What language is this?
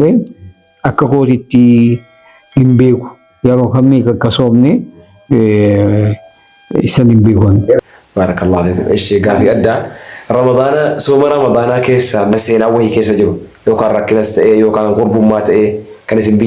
Oromo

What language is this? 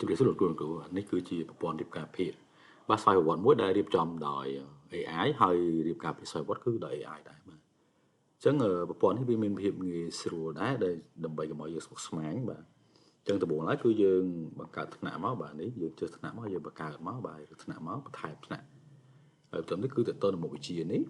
Khmer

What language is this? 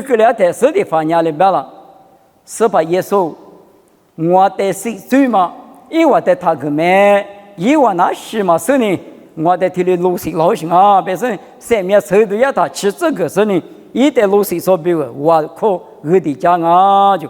Lisu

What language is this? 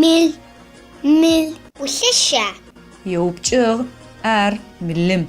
Adyghe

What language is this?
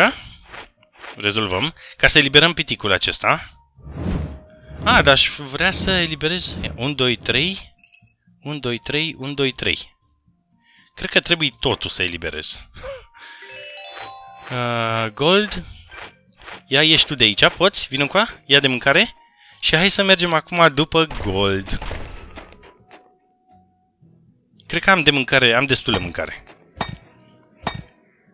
Romanian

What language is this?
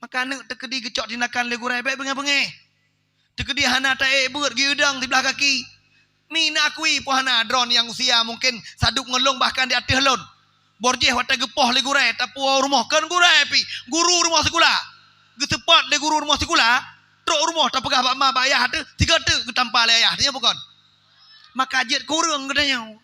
Achinese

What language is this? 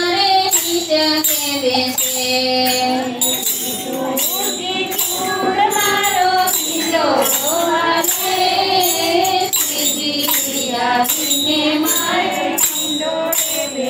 Gujarati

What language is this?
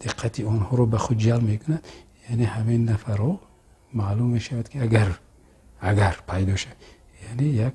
Tajik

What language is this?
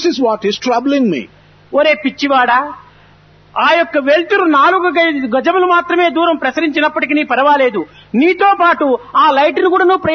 Telugu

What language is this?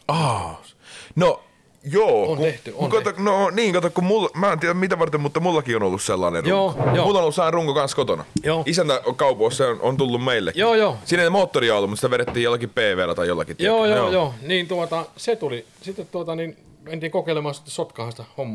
Finnish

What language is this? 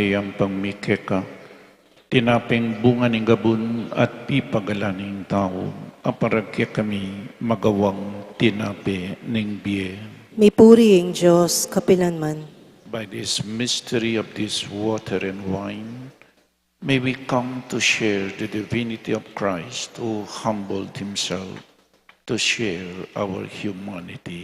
Pampanga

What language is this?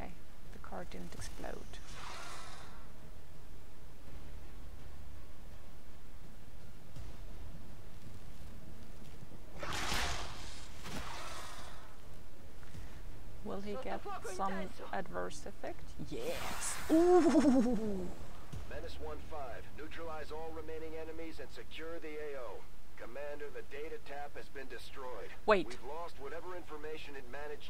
English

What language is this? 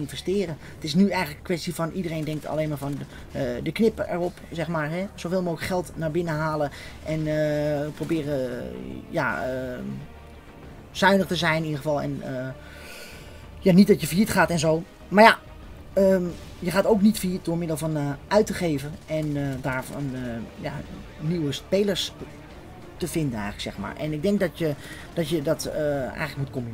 Dutch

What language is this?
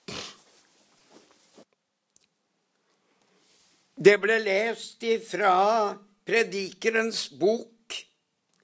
Norwegian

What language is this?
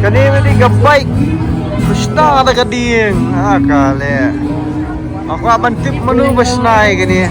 Khasi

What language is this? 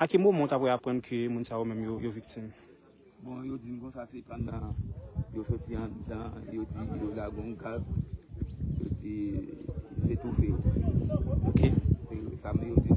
Haitian Creole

